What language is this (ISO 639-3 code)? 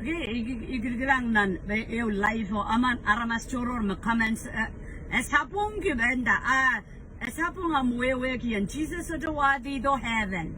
pon